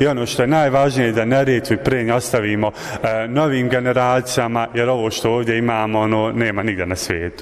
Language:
Bosnian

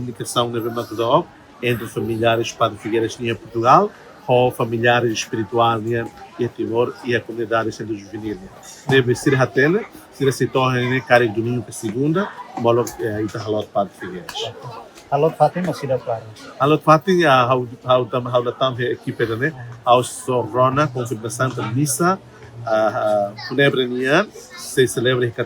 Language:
Tetum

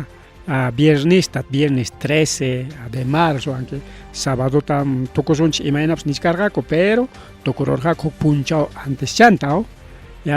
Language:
Ayacucho Quechua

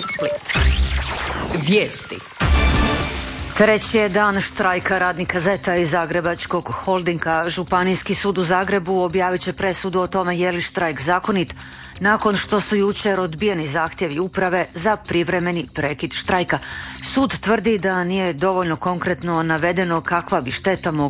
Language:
Croatian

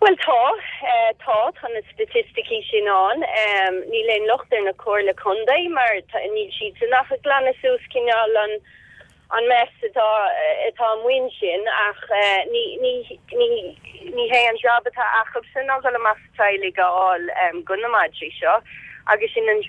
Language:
Irish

